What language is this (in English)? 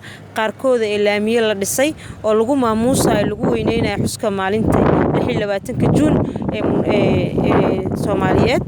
Somali